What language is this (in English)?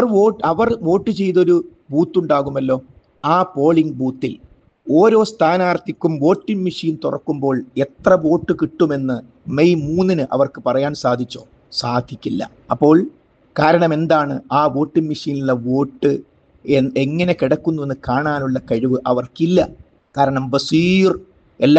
Malayalam